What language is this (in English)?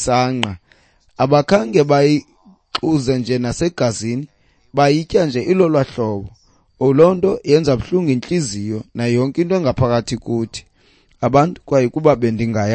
Xhosa